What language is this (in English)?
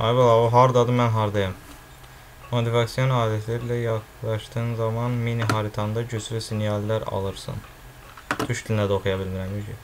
Azerbaijani